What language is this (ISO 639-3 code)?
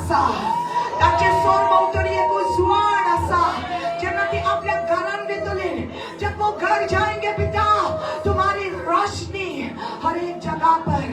kok